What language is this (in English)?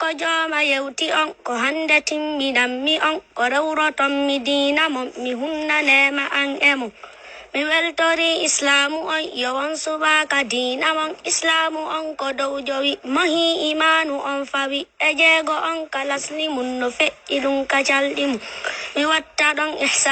Fula